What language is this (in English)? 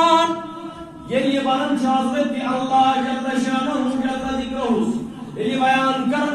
Kashmiri